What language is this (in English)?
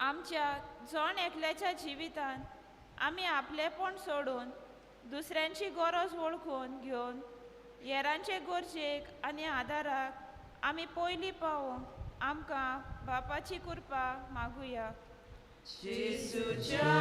Konkani